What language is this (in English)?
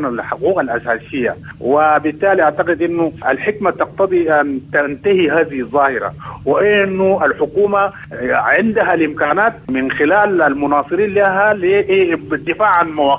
Sudanese Arabic